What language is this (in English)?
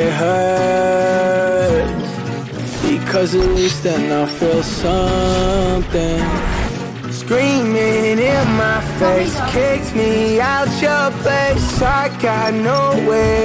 English